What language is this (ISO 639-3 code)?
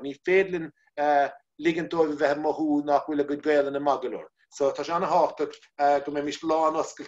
gle